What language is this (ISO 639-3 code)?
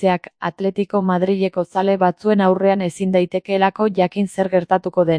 eus